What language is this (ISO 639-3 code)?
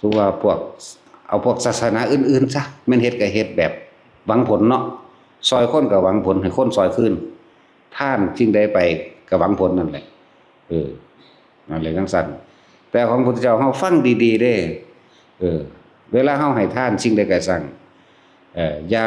tts